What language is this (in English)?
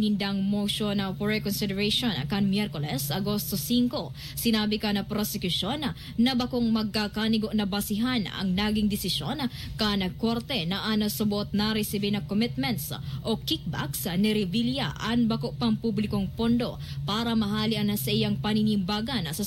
Bikol